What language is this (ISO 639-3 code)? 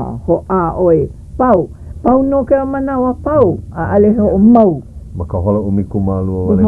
haw